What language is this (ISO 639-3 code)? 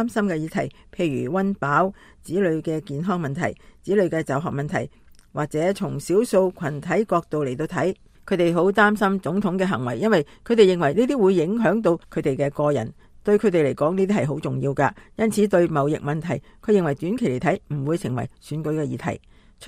yue